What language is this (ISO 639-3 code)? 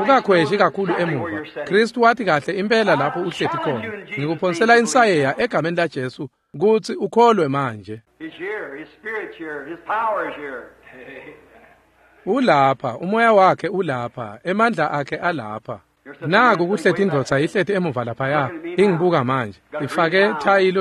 ssw